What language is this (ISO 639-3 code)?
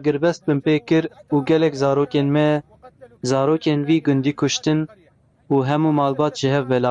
kur